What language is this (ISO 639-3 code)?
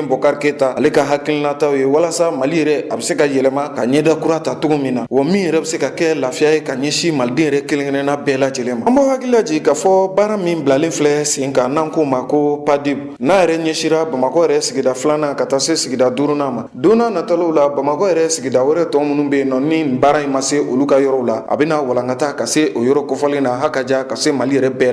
bam